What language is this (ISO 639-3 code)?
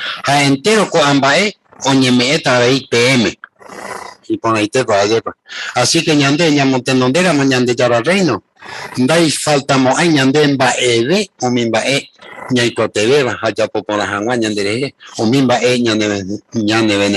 grn